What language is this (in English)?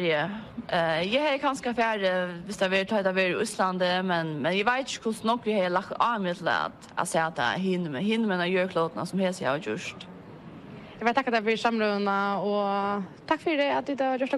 Faroese